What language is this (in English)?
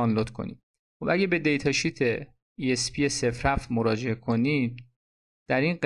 Persian